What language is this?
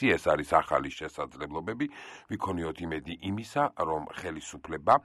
Georgian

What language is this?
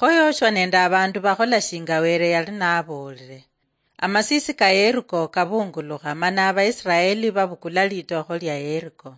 Luyia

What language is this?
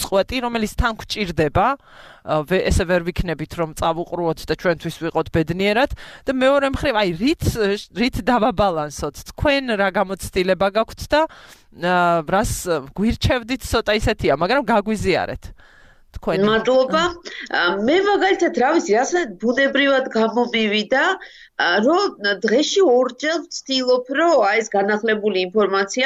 Georgian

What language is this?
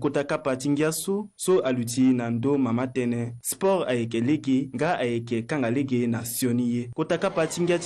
Sango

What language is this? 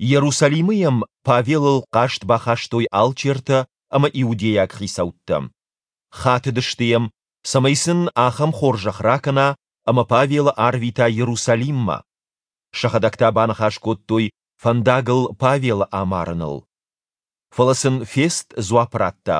Ossetic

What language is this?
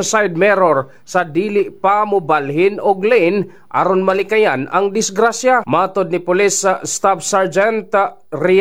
Cebuano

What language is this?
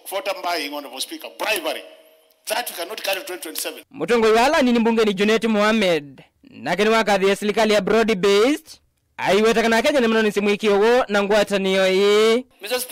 Kamba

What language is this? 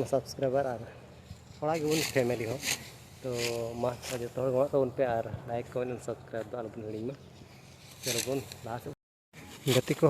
Santali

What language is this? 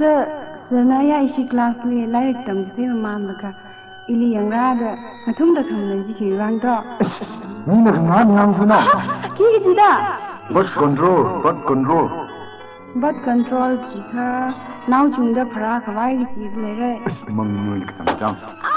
Tangkhul Naga (India)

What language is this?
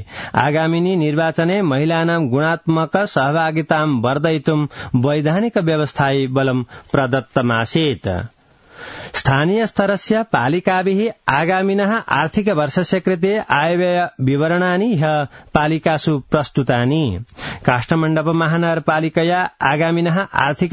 Sanskrit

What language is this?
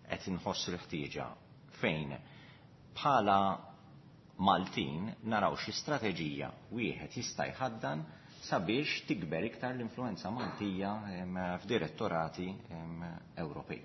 Maltese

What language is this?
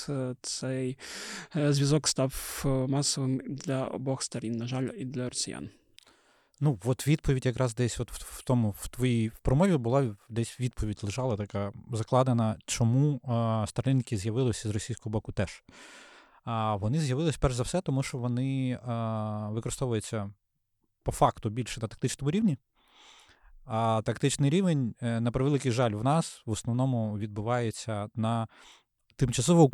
Ukrainian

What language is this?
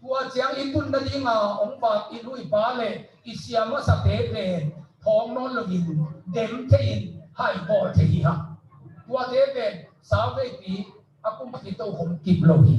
Tedim Chin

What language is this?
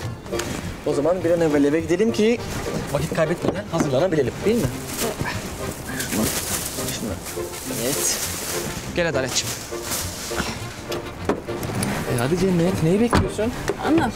Turkish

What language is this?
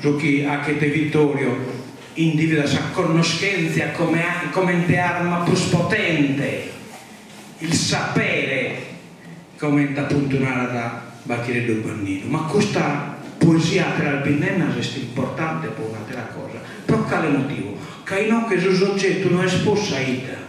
Sardinian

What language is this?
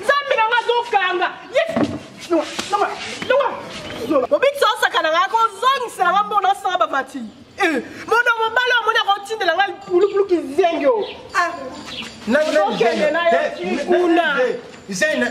Lingala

